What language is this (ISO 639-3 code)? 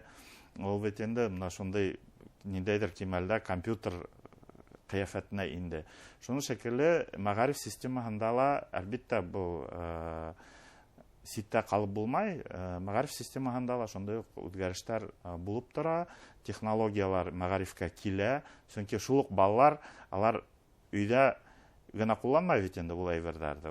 bak